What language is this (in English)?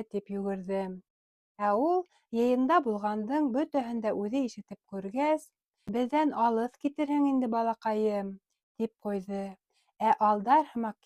Bashkir